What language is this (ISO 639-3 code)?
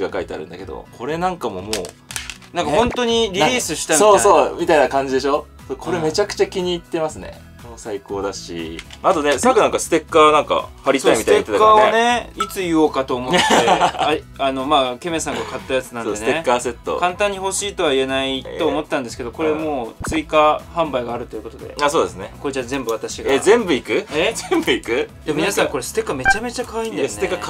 jpn